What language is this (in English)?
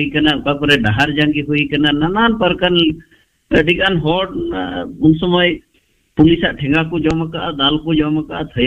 Santali